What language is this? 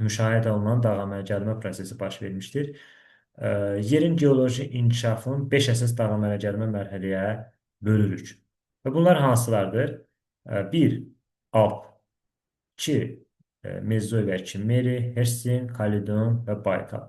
Azerbaijani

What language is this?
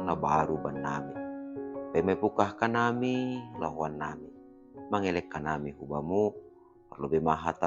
Batak Simalungun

